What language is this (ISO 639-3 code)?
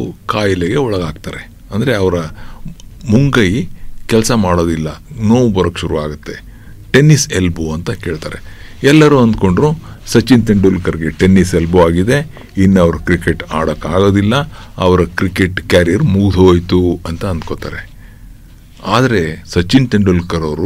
kan